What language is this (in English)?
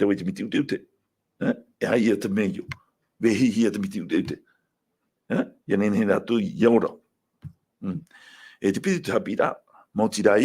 Tahitian